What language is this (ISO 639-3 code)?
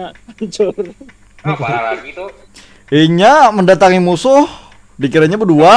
bjn